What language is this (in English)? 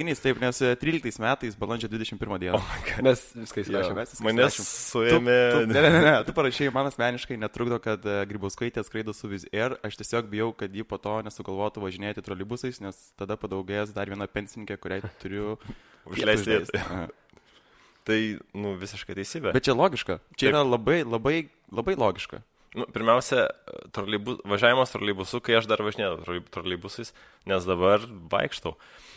Lithuanian